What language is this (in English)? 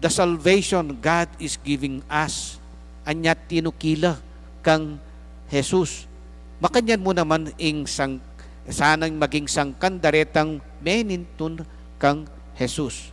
Pampanga